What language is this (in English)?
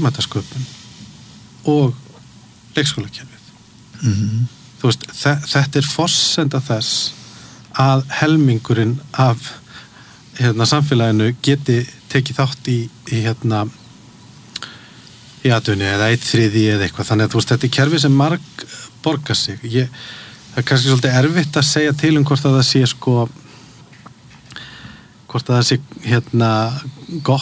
Icelandic